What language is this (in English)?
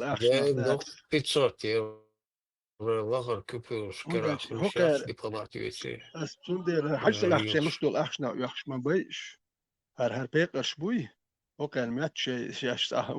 Chechen